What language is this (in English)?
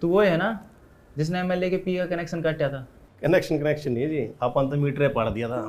Haryanvi